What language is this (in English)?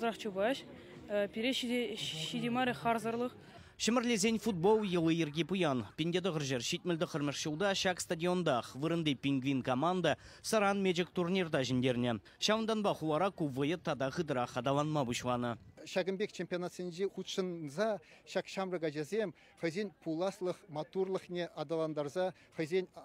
Chuvash